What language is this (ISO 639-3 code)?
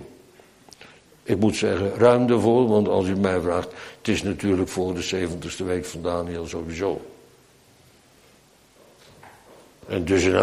nld